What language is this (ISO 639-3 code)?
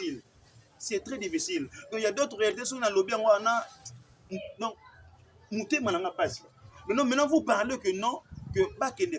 lin